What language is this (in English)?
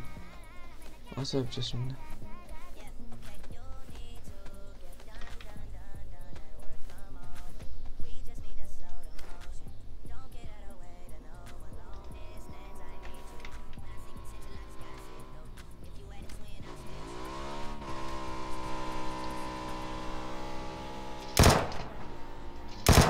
Turkish